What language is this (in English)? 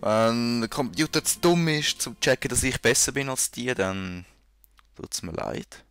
Swiss German